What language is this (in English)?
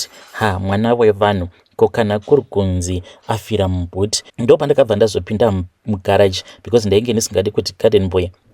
Shona